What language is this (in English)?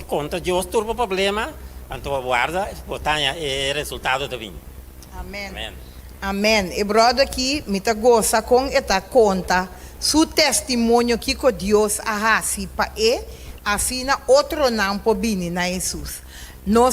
Papiamento